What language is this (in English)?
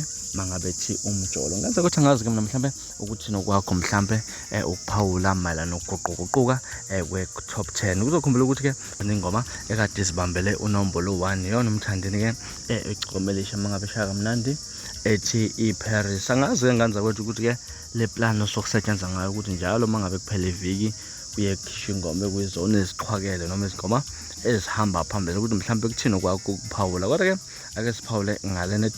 Zulu